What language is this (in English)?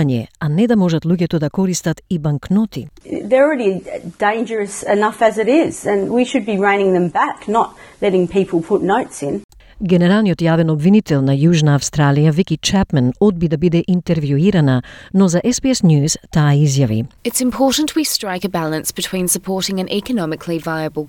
Macedonian